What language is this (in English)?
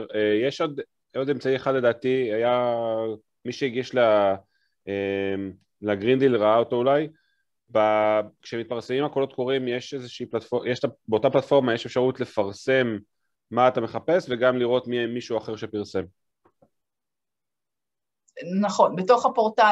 Hebrew